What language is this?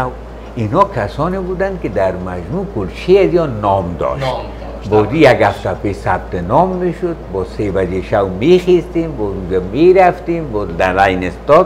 Persian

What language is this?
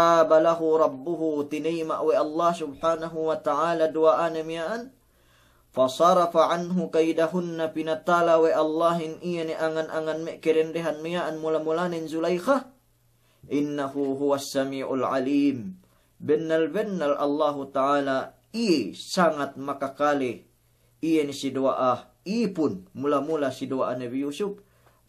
Yakan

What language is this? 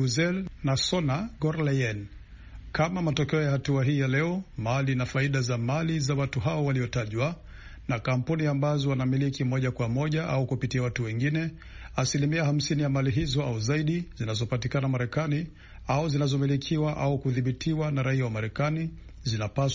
Swahili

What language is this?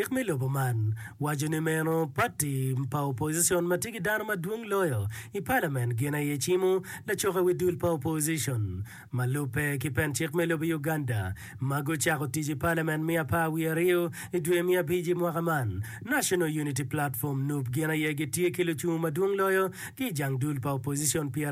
Acoli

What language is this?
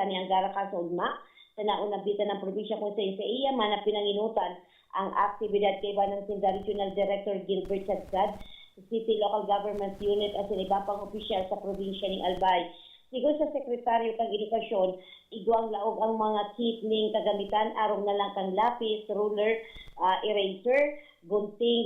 Bikol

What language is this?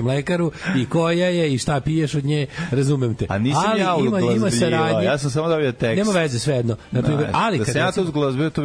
Serbian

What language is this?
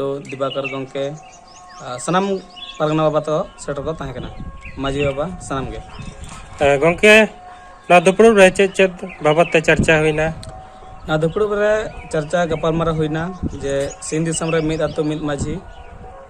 Santali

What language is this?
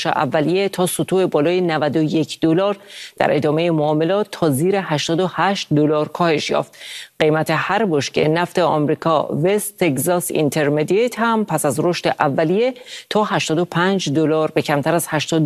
Persian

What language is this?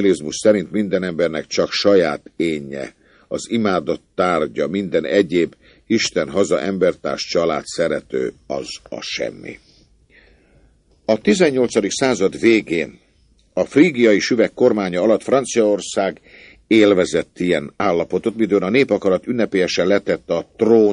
Hungarian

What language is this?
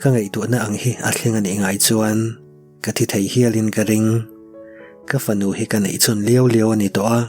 Mizo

